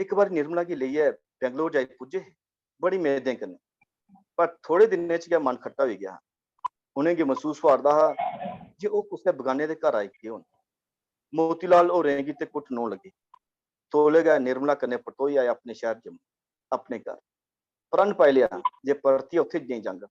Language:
Dogri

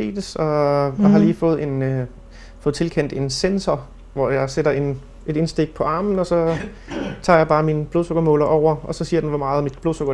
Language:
Danish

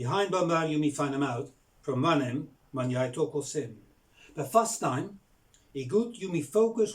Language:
Bislama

